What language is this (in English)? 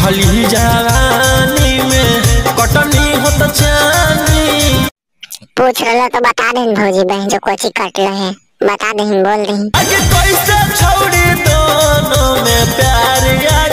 Magahi